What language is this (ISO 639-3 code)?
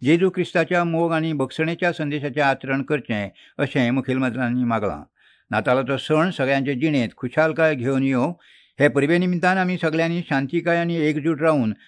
kok